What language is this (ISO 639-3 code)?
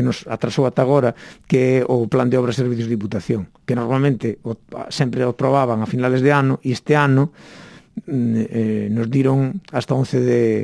glg